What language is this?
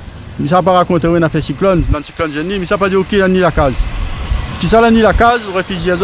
Réunion Creole French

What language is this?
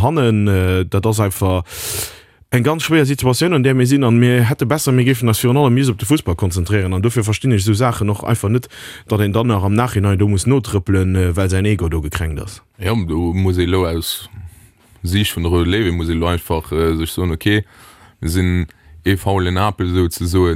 Luxembourgish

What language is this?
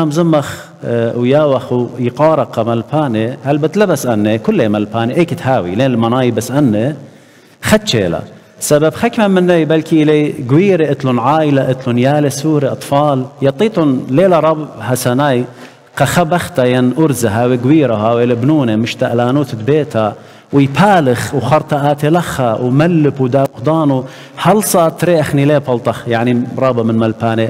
Assyrian Neo-Aramaic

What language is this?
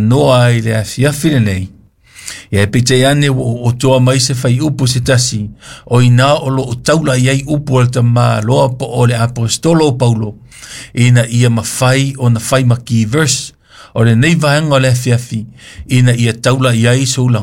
Samoan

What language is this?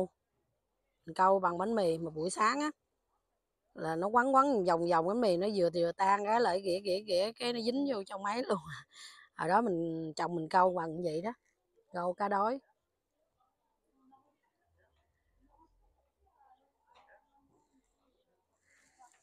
Vietnamese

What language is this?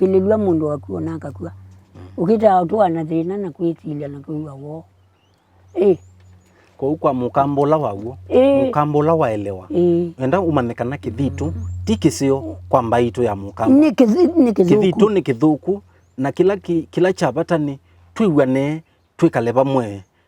Kamba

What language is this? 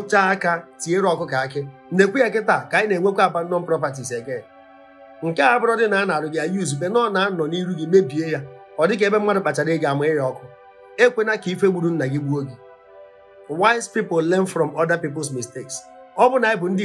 Igbo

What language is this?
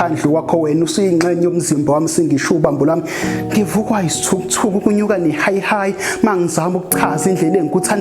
Zulu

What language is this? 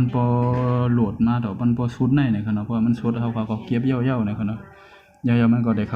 Shan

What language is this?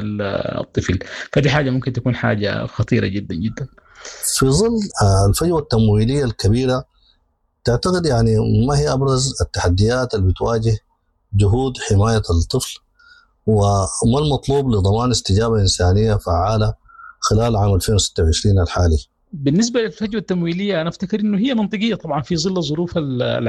Sudanese Arabic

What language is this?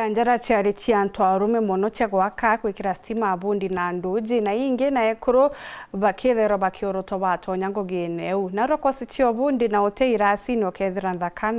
Meru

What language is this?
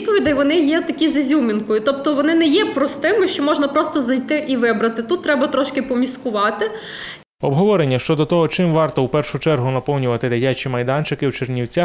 Ukrainian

